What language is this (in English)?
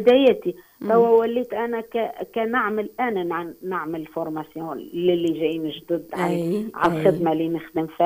Tunisian Arabic